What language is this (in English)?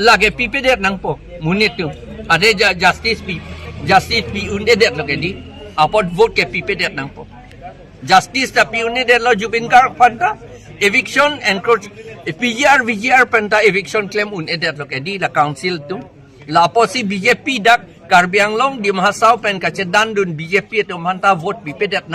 Karbi